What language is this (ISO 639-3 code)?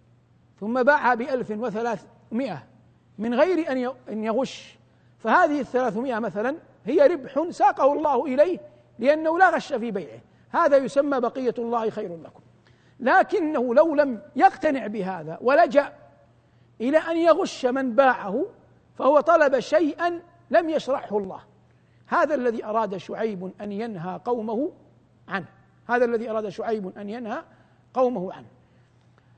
ara